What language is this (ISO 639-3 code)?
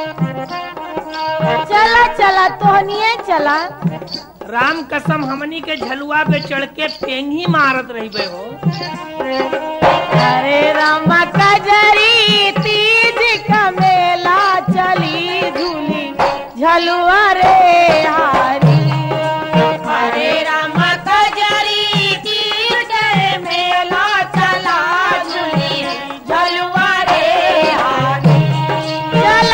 bho